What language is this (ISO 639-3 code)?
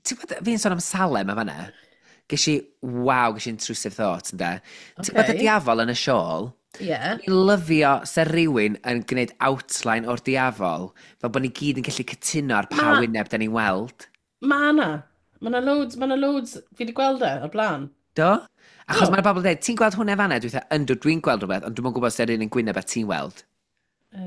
cym